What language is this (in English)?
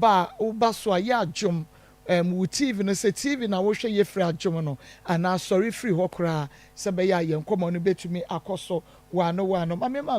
Akan